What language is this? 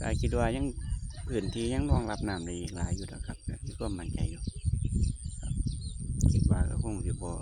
Northeastern Thai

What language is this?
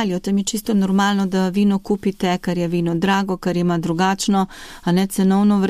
Slovenian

